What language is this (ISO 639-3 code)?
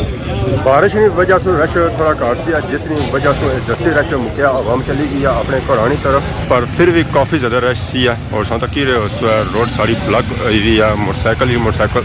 phr